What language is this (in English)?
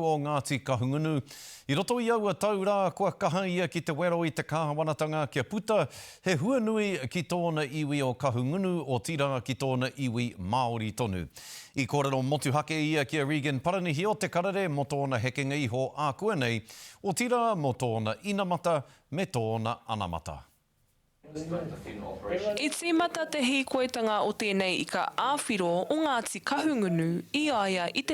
Māori